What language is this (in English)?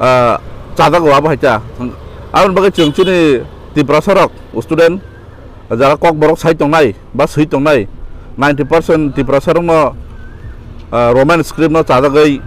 Kok Borok